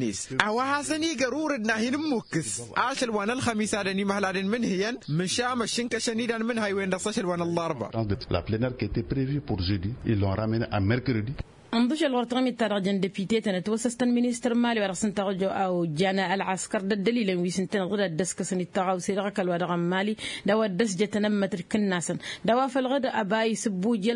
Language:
Tamasheq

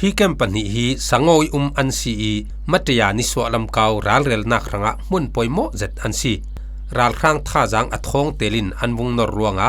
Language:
Falam Chin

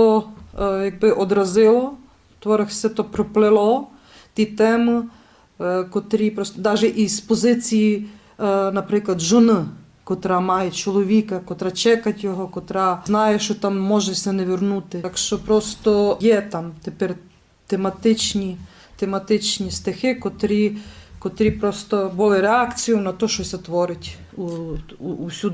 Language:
Rusyn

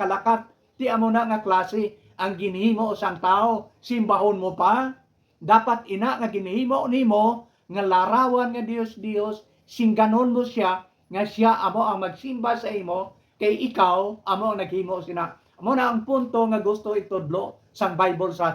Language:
Hiligaynon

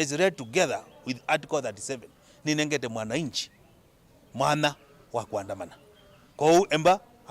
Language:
Kamba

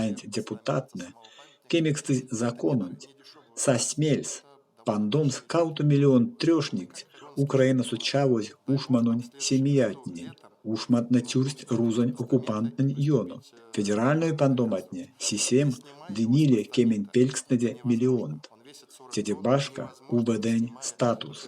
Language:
Erzya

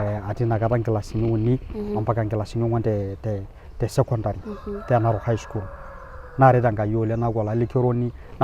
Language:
Masai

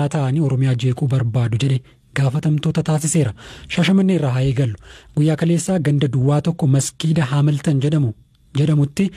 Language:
Oromo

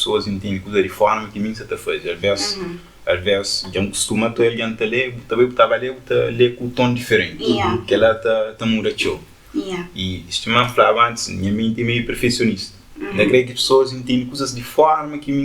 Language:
Kabuverdianu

